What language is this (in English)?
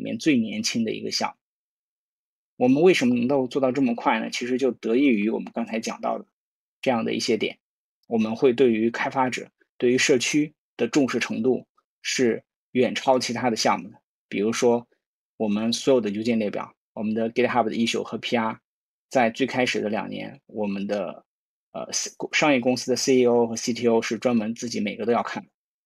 Chinese